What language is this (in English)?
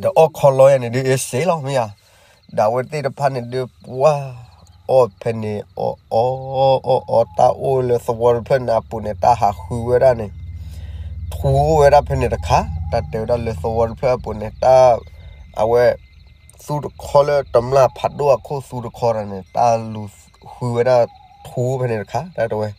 S'gaw Karen